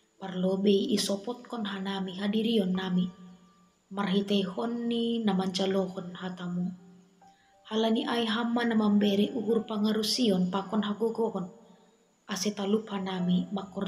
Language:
Batak Simalungun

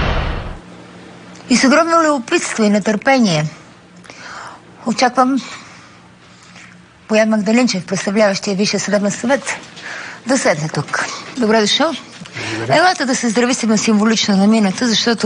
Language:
Bulgarian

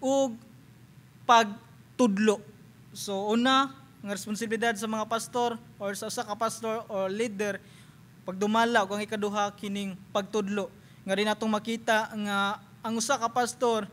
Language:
Cebuano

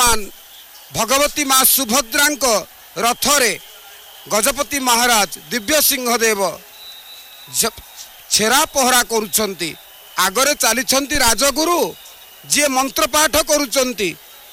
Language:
Odia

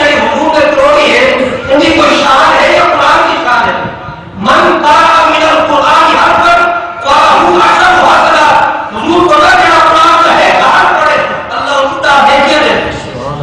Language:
Saraiki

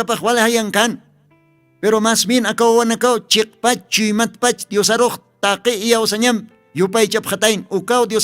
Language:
Aymara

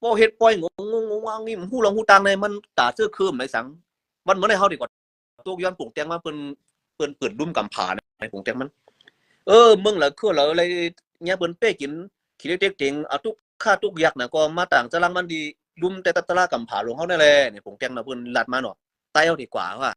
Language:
Shan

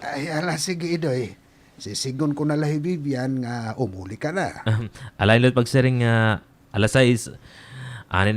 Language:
Waray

